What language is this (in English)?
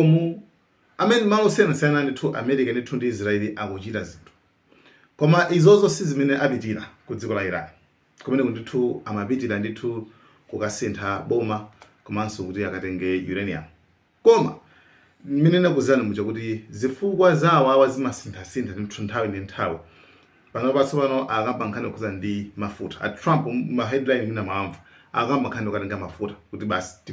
Nyanja